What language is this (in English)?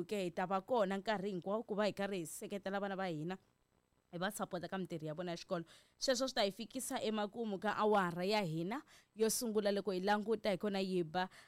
Tsonga